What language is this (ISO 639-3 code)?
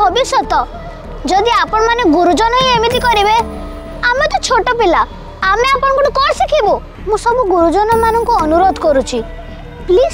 ori